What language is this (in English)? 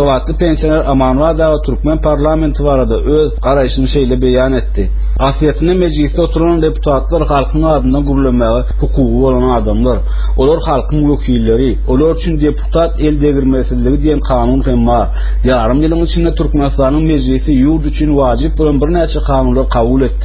Turkmen